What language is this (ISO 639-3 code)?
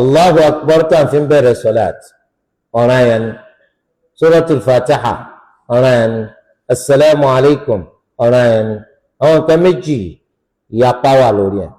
yor